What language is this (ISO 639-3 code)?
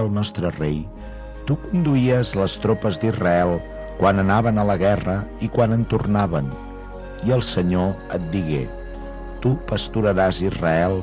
cat